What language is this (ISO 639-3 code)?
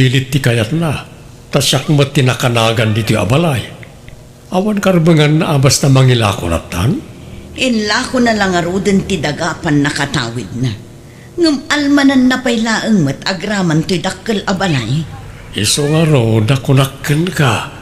ilo